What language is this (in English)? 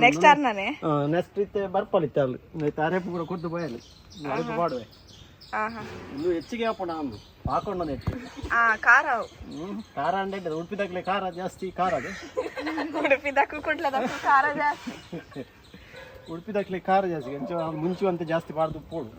Tulu